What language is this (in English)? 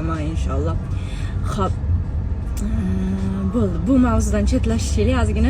Uzbek